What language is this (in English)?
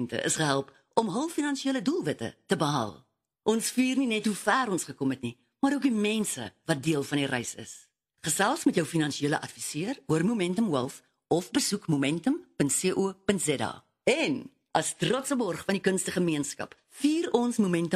Afrikaans